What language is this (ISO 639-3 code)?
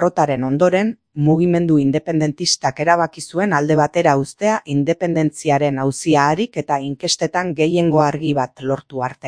eus